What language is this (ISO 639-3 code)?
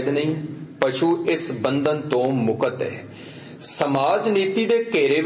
pan